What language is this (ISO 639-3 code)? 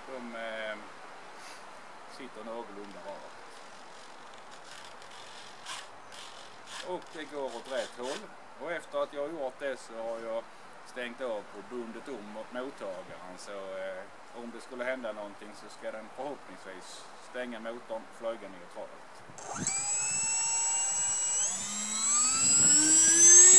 swe